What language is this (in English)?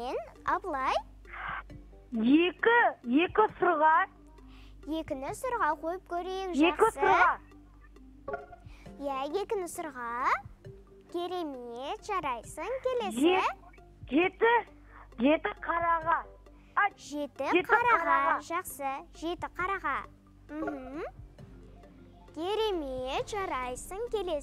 Kazakh